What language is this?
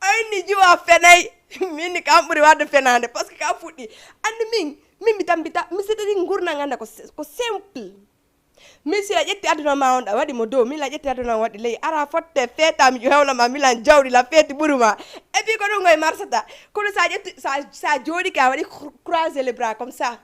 Fula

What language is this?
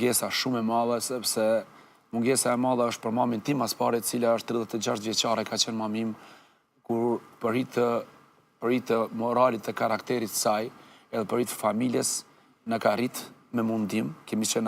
Albanian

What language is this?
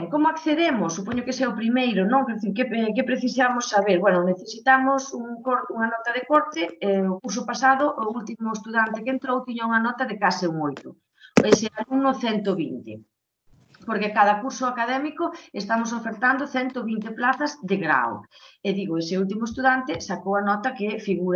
Galician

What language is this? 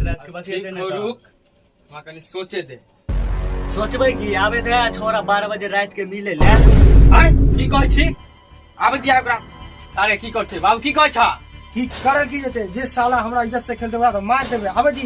Maithili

